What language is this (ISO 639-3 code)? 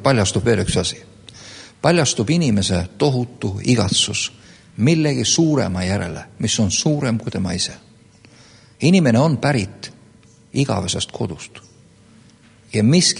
est